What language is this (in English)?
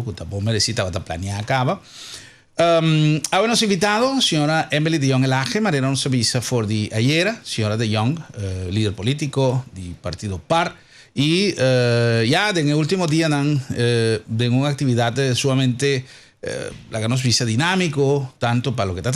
Papiamento